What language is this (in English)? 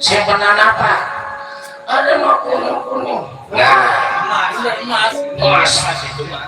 Betawi